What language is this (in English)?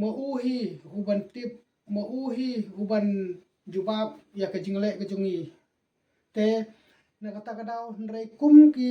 Khasi